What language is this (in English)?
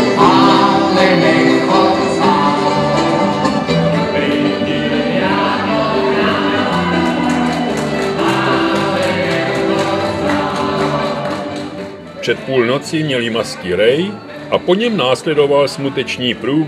Czech